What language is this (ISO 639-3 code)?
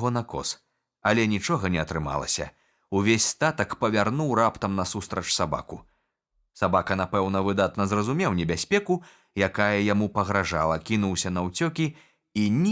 bel